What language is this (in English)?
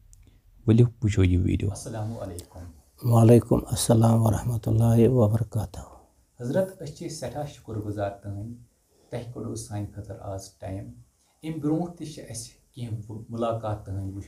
Kashmiri